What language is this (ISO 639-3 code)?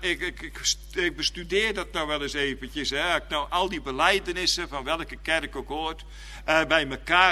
nld